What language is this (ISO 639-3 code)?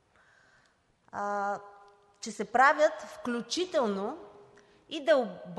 bul